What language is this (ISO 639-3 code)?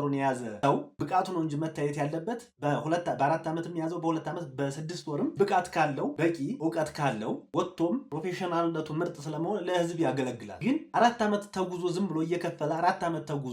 amh